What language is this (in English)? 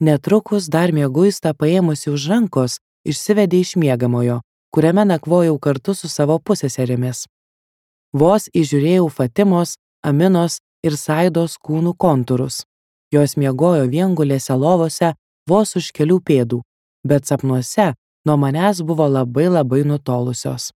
Lithuanian